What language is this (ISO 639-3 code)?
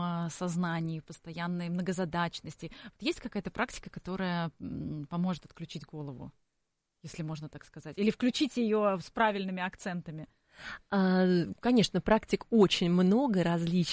rus